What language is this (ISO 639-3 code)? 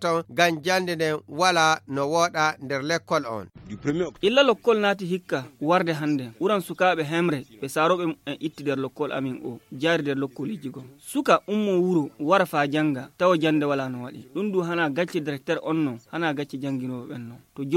ful